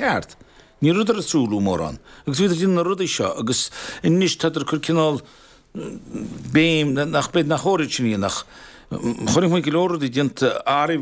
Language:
Irish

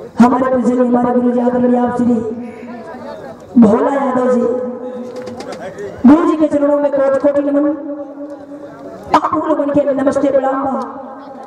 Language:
Bhojpuri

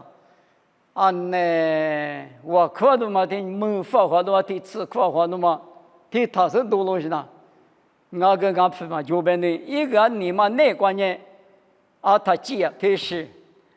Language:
Lisu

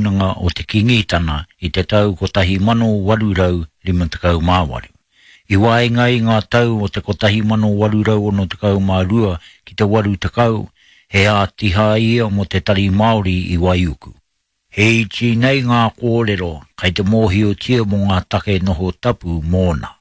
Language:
Māori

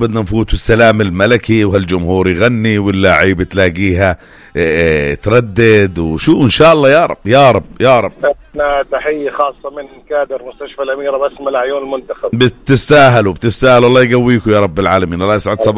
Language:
North Levantine Arabic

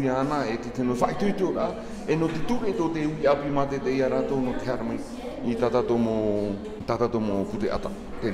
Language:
Tahitian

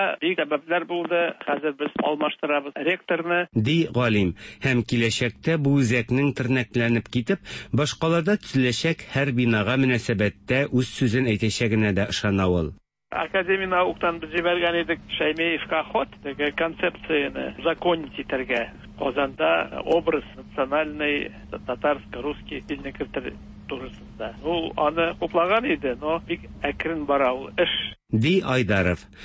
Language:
Tatar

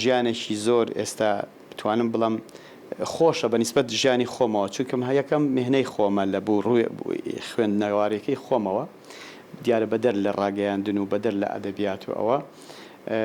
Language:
Central Kurdish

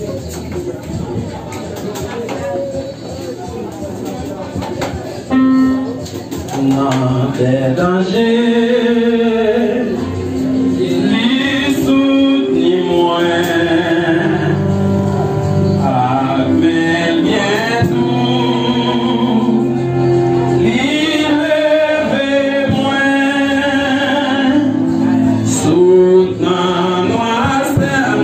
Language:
French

